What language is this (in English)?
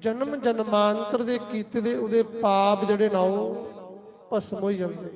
Dogri